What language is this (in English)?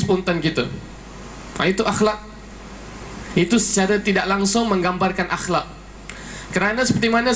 Malay